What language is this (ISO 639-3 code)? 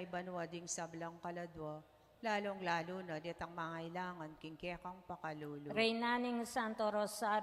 pam